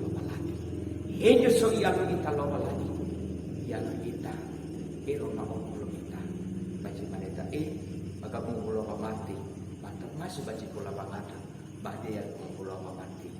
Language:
Nias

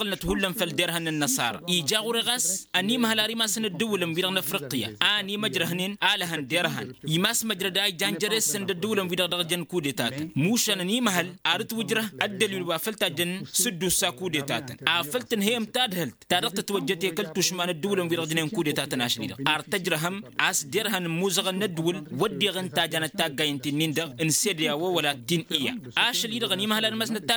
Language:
Tamasheq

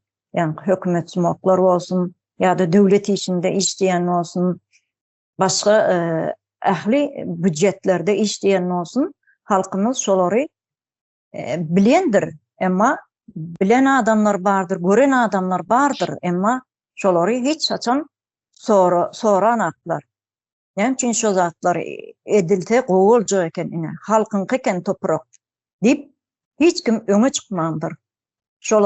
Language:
Turkmen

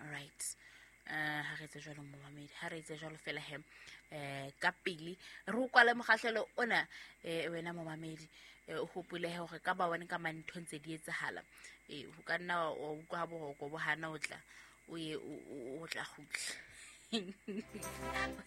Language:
Southern Sotho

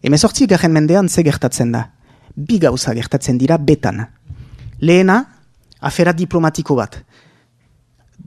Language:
Basque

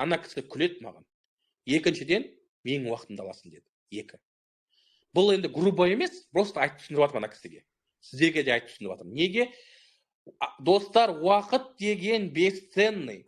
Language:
Kazakh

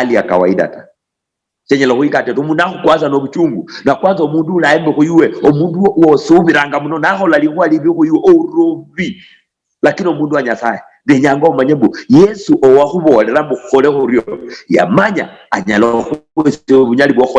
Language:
Luyia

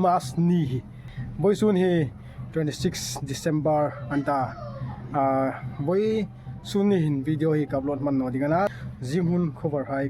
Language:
Hmar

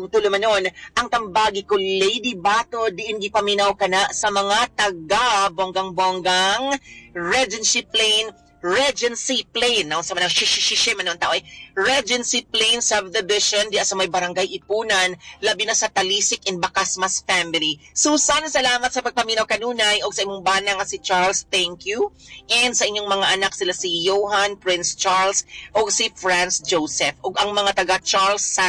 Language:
Cebuano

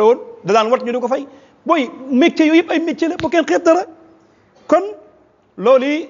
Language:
Wolof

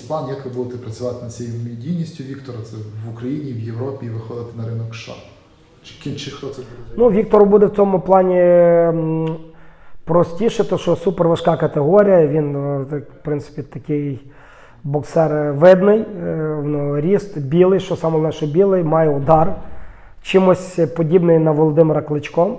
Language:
Ukrainian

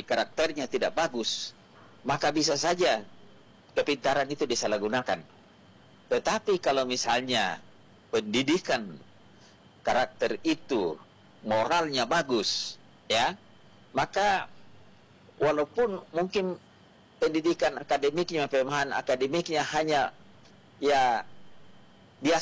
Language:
Indonesian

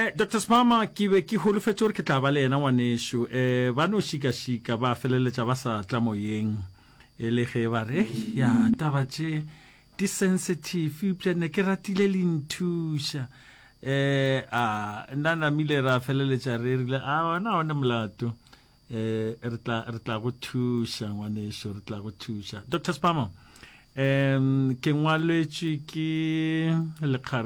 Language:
Northern Sotho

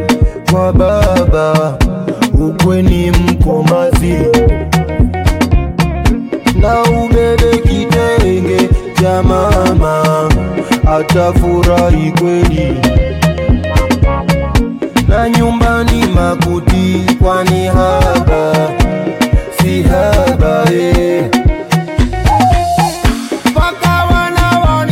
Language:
Swahili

